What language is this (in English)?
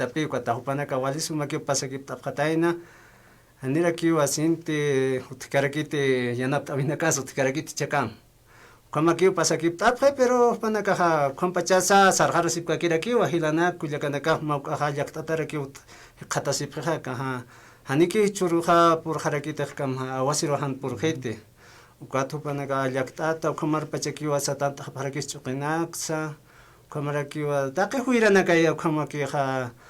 Aymara